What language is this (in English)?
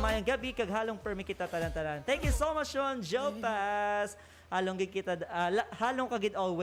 Hiligaynon